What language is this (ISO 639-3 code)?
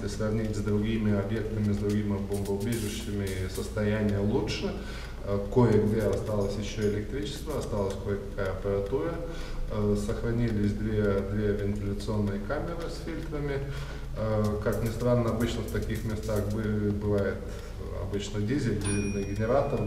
rus